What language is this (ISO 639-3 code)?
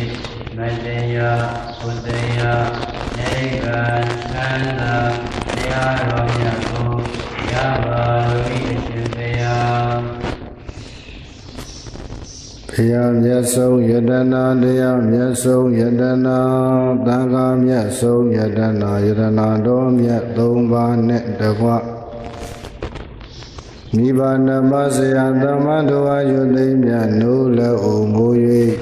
mya